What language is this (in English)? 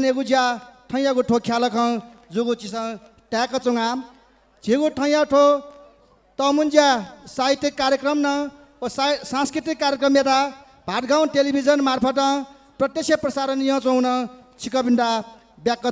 Newari